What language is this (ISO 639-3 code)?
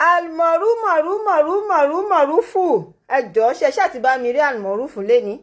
yor